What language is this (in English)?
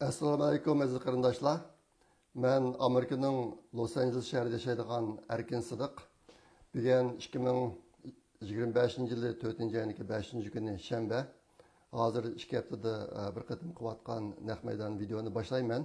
Uyghur